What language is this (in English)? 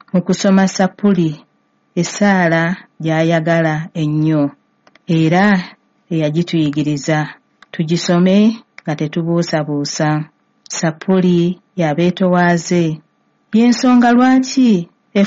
Ganda